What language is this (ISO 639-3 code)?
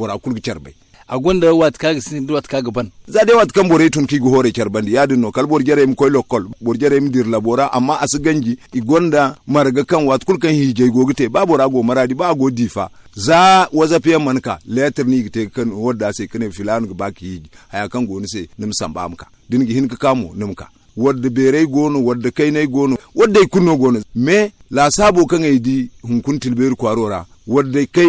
dje